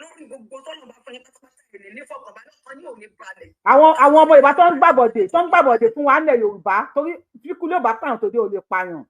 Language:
Yoruba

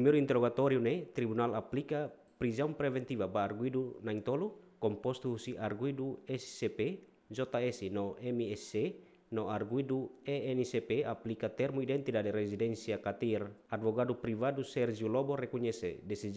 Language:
Tetum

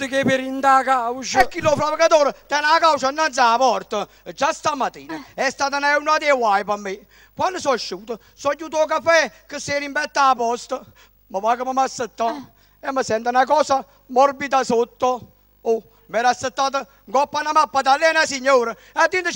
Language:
Neapolitan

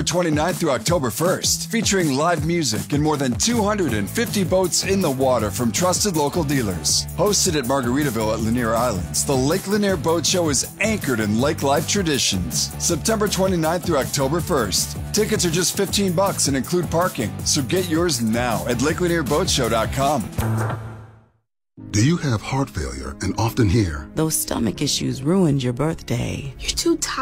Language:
English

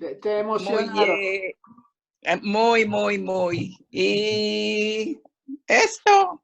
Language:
Ladino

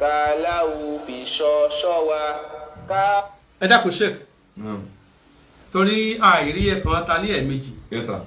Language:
Yoruba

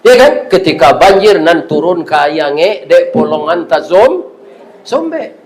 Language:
Minangkabau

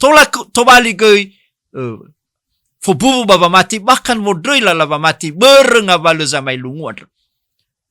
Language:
Nias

